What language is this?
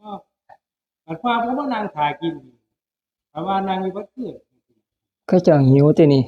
Northeastern Thai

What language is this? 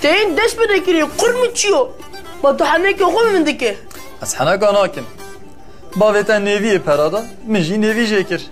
Kurdish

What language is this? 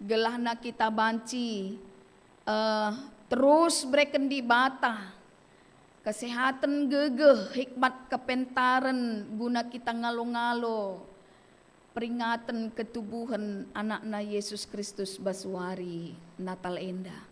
Batak Karo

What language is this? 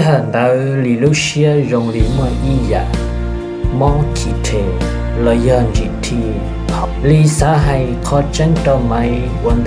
Hmong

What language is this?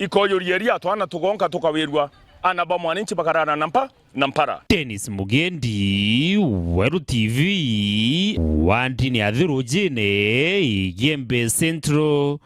Meru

